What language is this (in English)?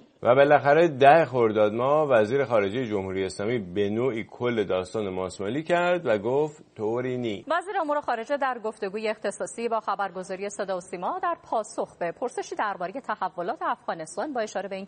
Persian